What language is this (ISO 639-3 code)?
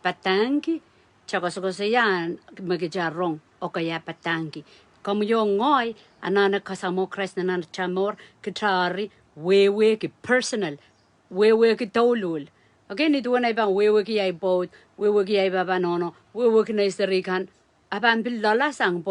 pon